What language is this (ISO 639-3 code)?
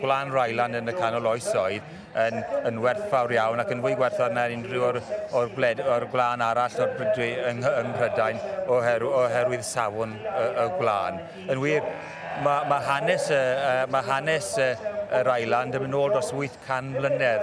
cym